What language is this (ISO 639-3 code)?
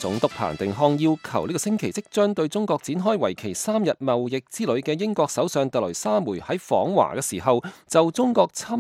yue